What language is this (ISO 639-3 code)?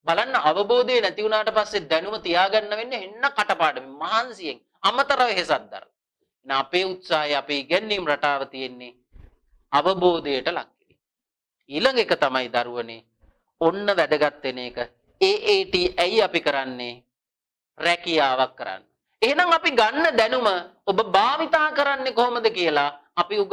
sin